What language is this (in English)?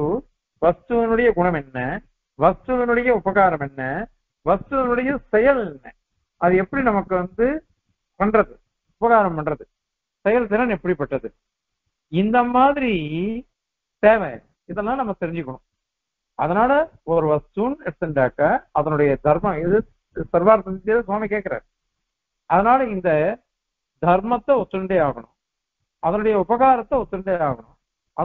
Tamil